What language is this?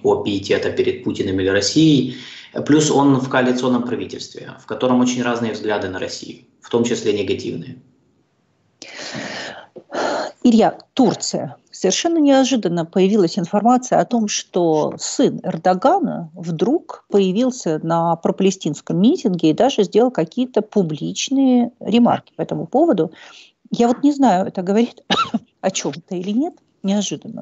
Russian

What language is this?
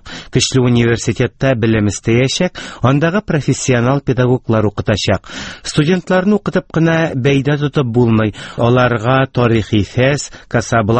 Tatar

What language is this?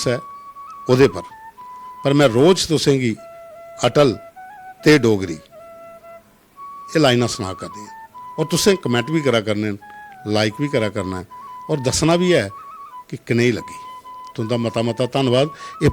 Dogri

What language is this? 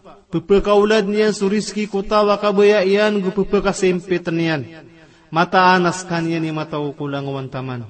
Maranao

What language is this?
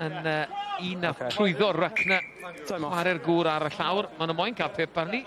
Welsh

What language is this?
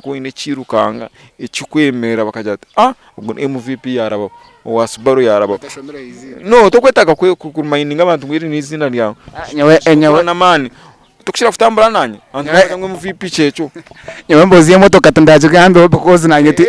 Nyankole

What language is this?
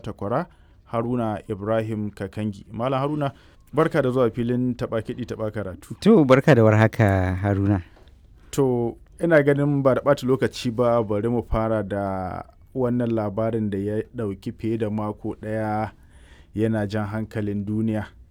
Hausa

